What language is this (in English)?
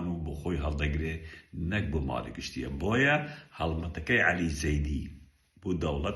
Central Kurdish